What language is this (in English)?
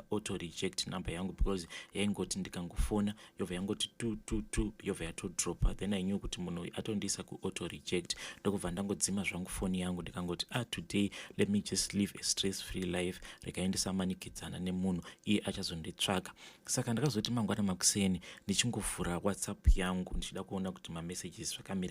Shona